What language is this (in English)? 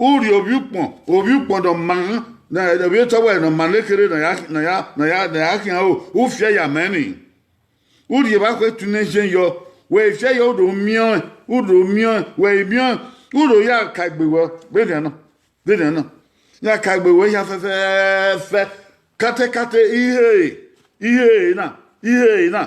Bini